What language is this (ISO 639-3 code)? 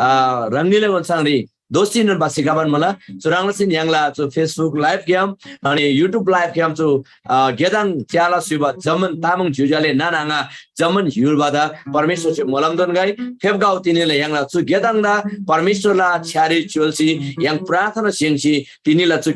taj